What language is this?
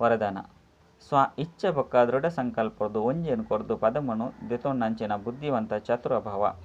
Tulu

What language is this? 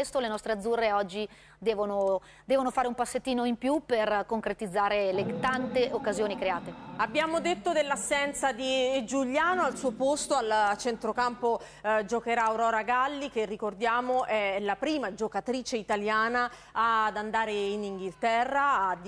Italian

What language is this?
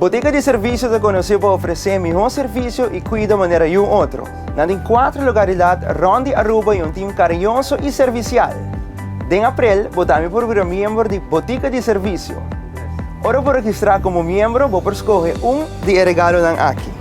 Papiamento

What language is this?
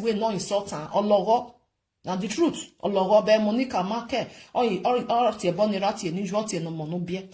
Nigerian Pidgin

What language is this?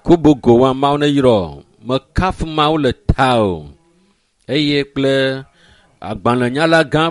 Ewe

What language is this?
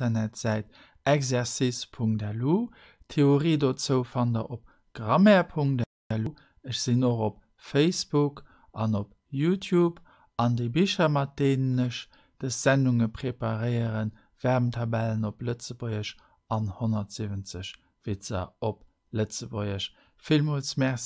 Luxembourgish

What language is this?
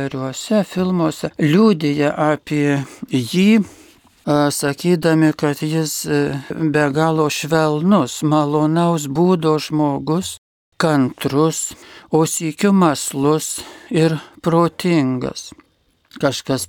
Lithuanian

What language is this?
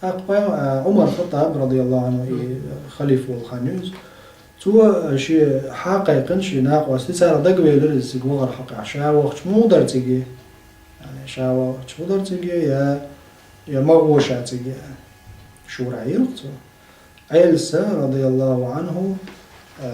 Chechen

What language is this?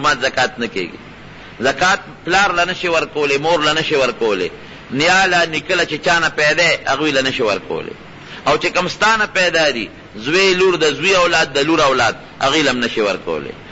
Pashto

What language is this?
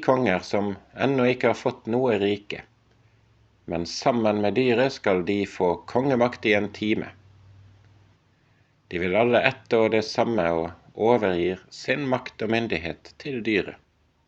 Norwegian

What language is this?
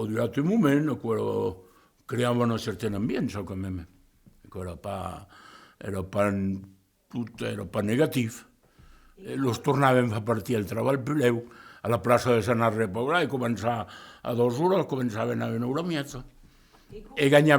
Occitan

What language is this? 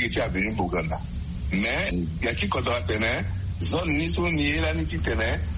Sango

